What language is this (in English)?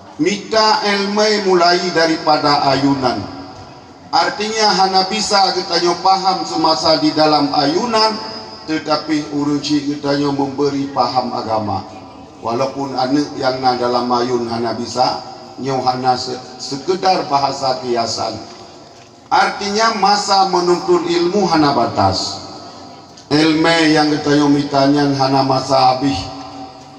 Achinese